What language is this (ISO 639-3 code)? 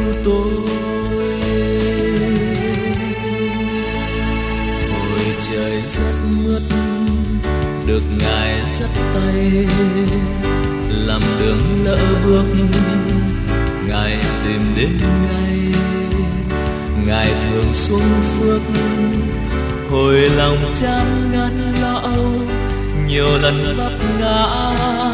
vie